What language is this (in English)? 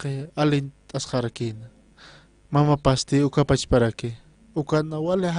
Aymara